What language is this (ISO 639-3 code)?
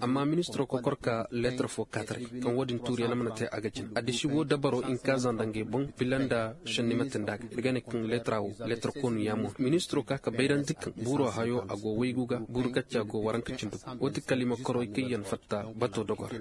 ses